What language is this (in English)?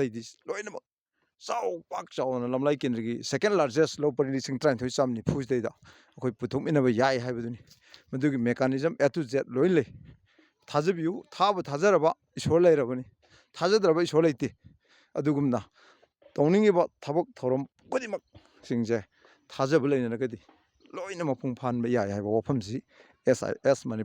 Manipuri